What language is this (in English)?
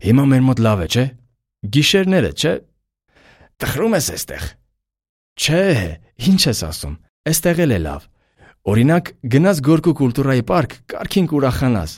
Armenian